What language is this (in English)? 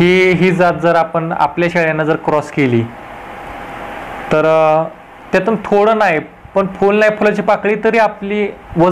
Marathi